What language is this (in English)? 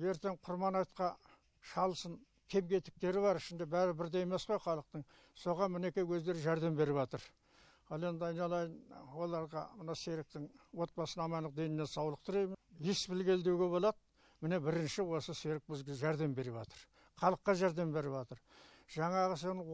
Kazakh